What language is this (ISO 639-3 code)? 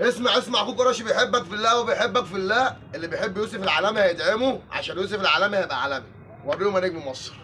arz